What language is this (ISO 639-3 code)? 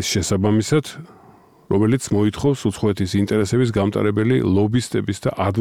kat